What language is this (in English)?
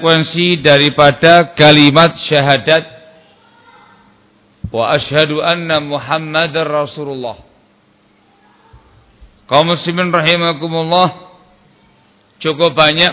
Indonesian